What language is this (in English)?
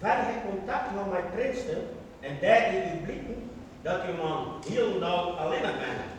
Western Frisian